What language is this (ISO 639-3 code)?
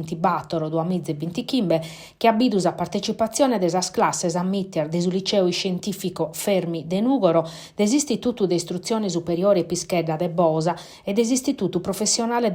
srd